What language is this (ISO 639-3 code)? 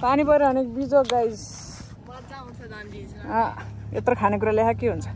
nep